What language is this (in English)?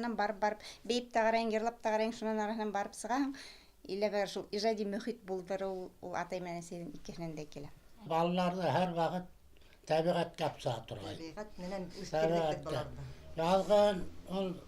Bashkir